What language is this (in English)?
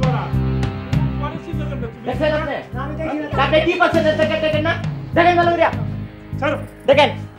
Bangla